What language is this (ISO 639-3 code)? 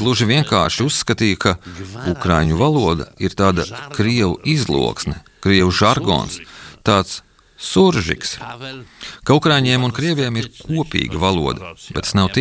lav